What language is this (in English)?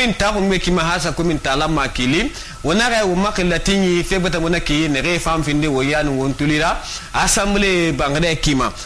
Susu